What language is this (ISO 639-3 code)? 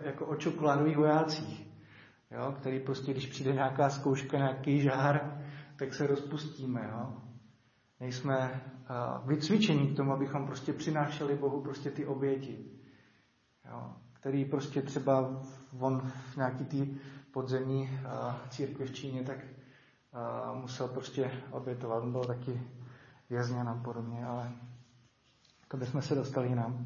ces